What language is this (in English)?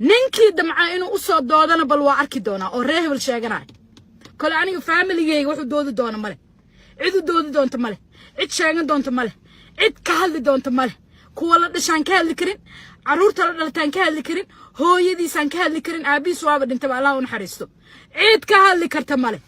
Somali